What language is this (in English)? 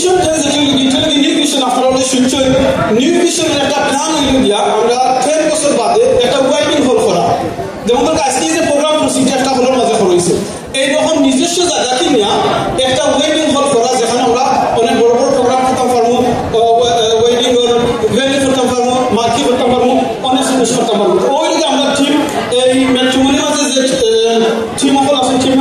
Sylheti